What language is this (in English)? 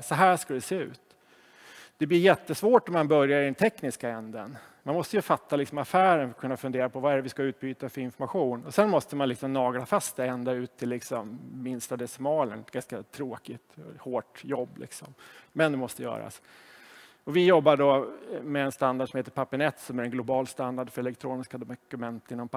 Swedish